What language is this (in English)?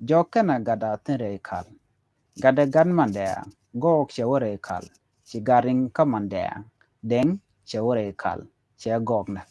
Nuer